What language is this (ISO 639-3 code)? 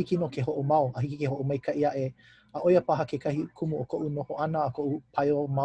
haw